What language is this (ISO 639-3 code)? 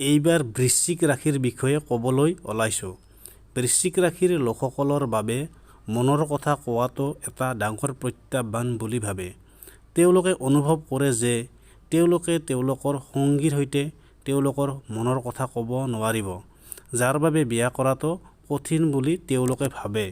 asm